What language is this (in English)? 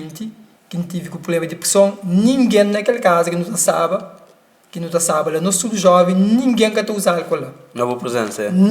Kabuverdianu